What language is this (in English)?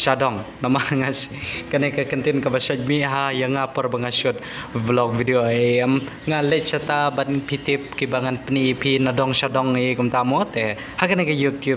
Khasi